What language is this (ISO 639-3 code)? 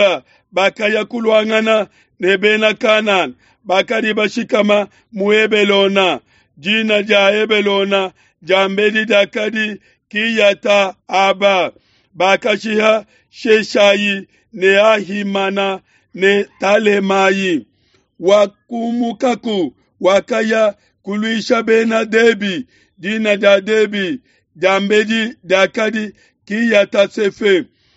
lua